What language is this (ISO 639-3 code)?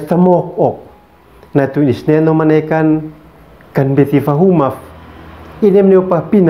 aoz